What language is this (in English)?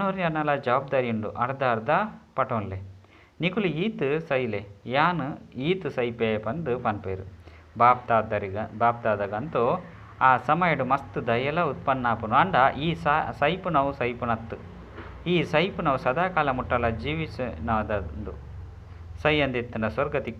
Tulu